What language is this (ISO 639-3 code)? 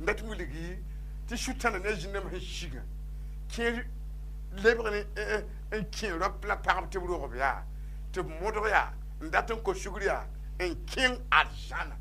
mos